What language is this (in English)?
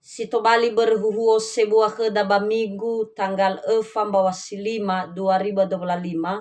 Nias